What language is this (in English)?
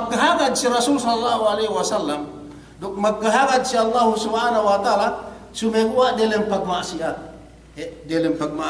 Yakan